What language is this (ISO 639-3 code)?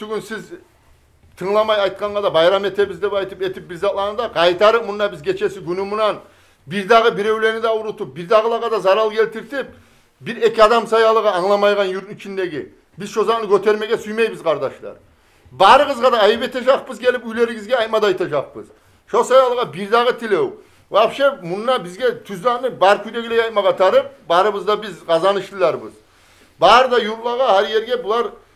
kum